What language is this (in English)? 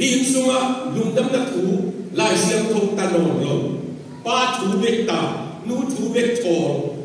Tedim Chin